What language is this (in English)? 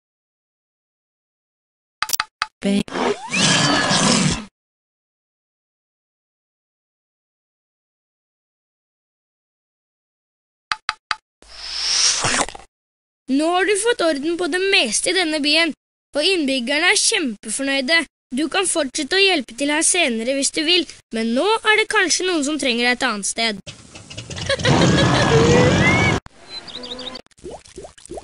Norwegian